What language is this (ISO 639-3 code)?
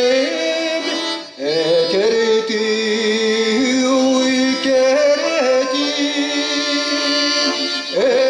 sah